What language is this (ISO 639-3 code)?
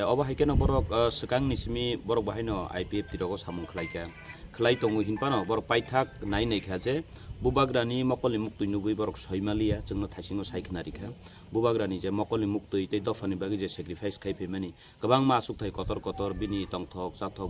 trp